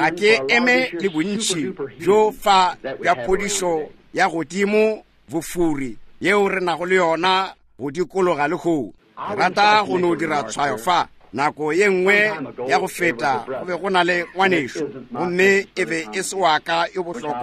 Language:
Northern Sotho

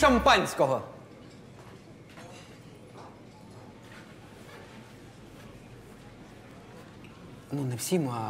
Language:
Ukrainian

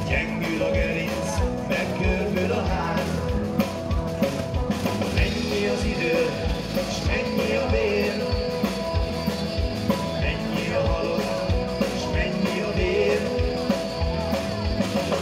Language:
Hungarian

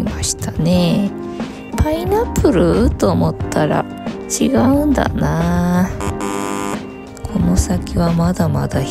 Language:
Japanese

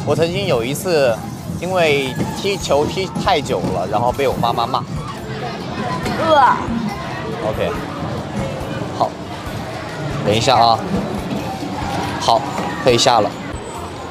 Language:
Chinese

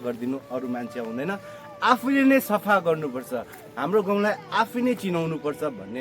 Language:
Nepali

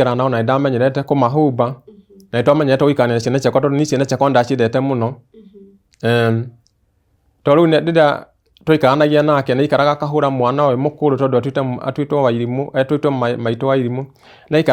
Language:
Kikuyu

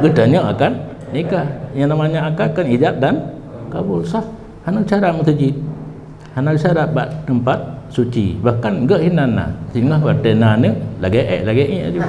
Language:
Achinese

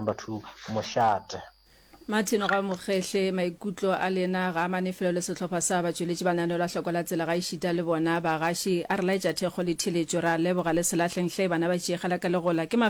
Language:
Northern Sotho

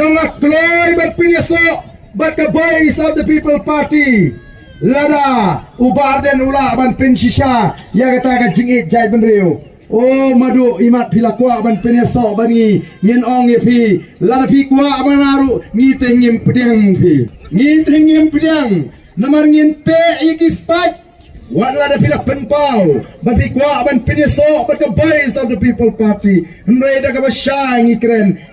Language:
Khasi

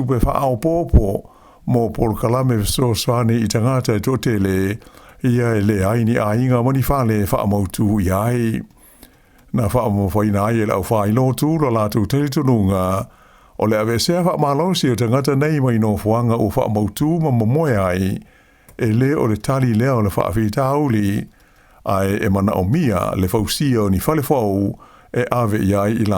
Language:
Samoan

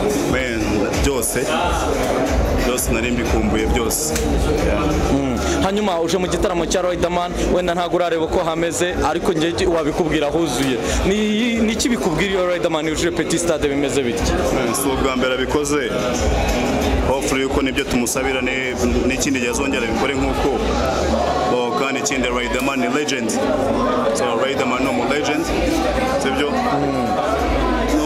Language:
Kinyarwanda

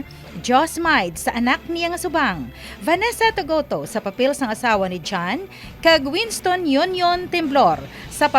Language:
Hiligaynon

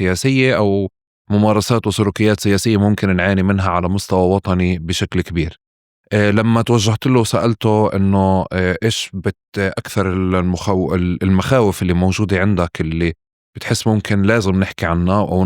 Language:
North Levantine Arabic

